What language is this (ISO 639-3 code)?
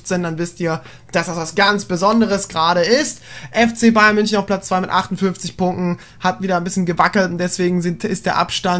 deu